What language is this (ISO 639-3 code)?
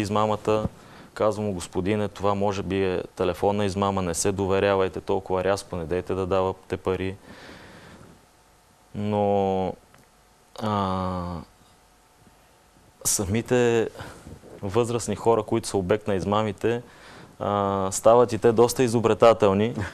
bul